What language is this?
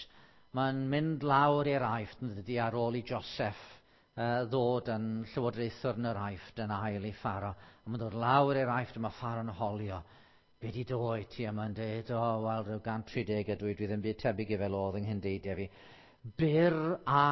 Welsh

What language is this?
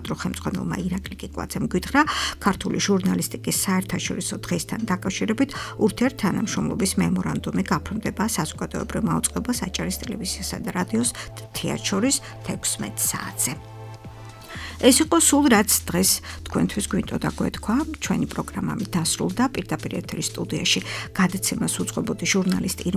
Georgian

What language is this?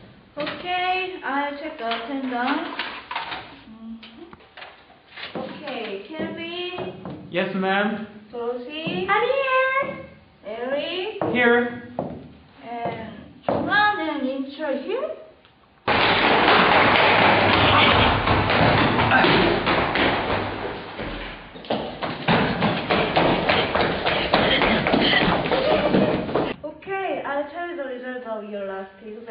English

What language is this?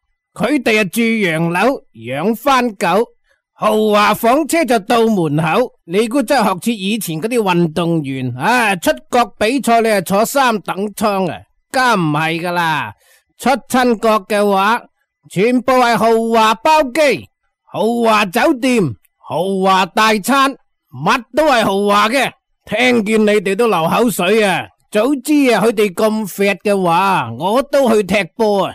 Cantonese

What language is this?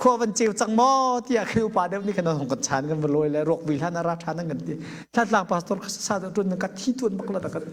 Hakha Chin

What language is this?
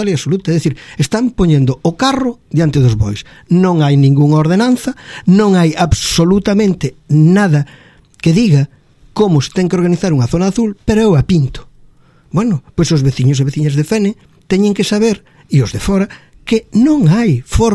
Galician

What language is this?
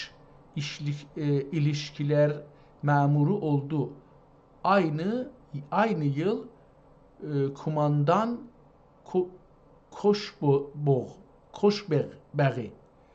South Azerbaijani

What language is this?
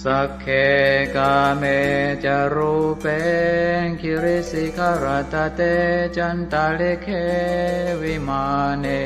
Pali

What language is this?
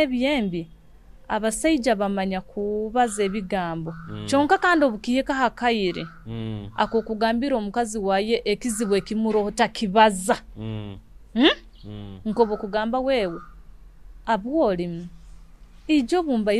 Nyoro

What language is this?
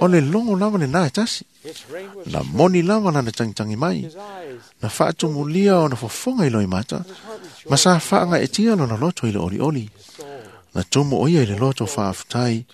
Samoan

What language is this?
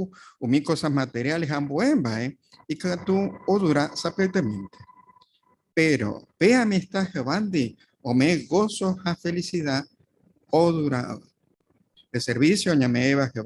Guarani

